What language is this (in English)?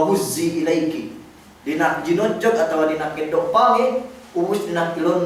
Yakan